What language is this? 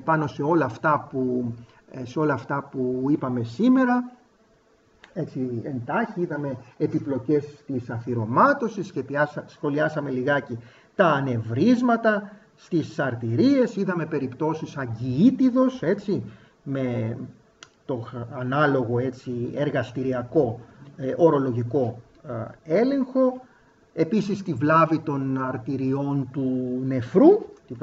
Greek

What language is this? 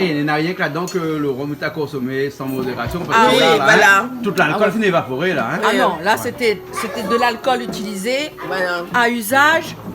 Réunion Creole French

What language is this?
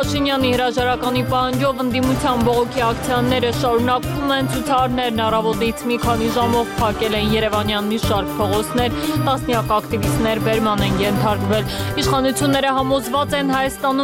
Armenian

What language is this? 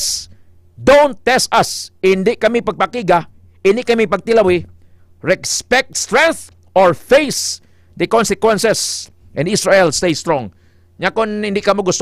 Hiligaynon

